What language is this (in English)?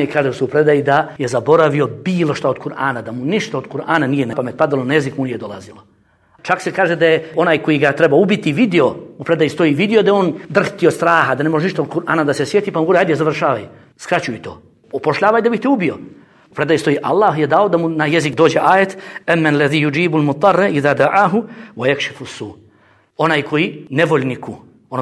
Bosnian